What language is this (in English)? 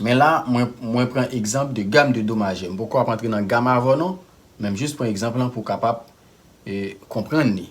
Haitian Creole